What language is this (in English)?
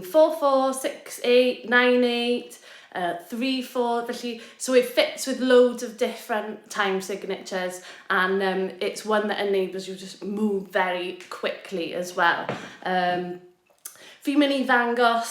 Welsh